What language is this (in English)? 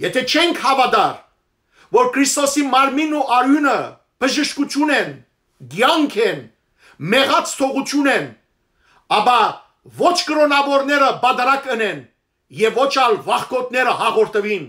Western Armenian